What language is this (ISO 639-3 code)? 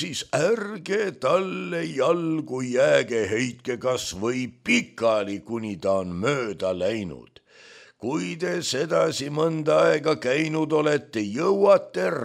est